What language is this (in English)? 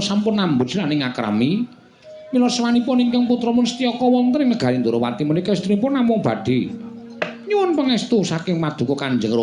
Javanese